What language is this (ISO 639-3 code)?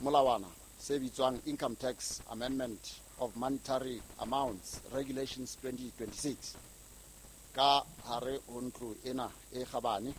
sot